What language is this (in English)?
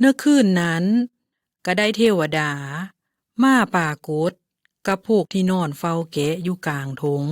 Lao